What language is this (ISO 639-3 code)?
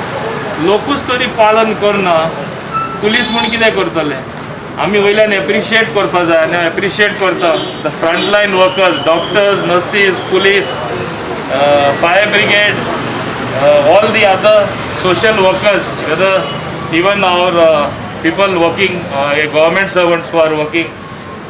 kok